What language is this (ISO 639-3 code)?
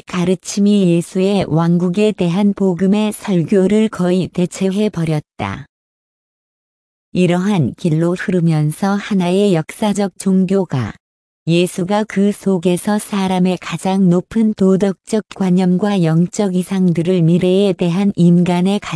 kor